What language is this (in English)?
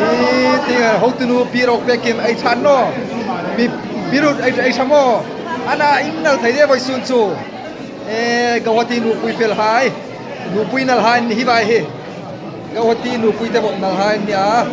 Hmar